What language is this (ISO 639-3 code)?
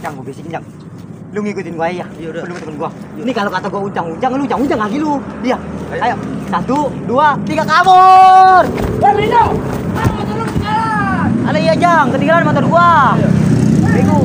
bew